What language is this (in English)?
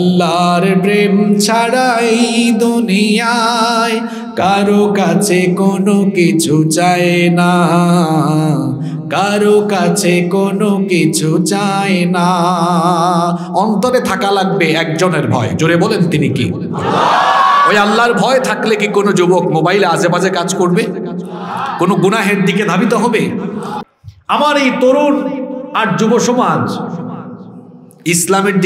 Bangla